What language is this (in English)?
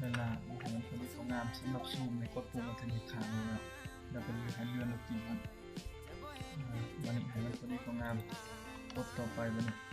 Lao